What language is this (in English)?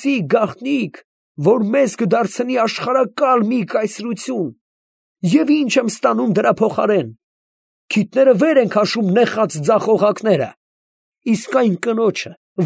Armenian